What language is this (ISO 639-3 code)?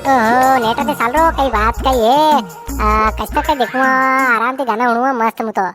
raj